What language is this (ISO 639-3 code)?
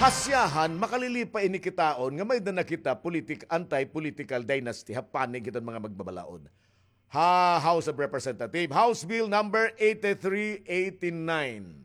war